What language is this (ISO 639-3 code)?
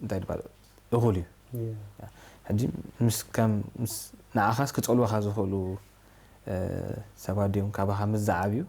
tir